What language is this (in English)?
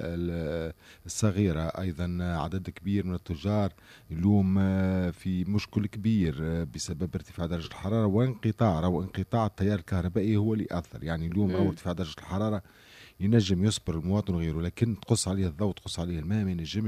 Tunisian Arabic